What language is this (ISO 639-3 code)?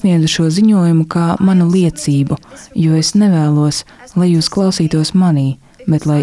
lav